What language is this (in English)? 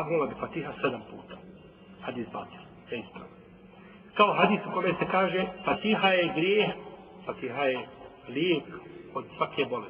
Bosnian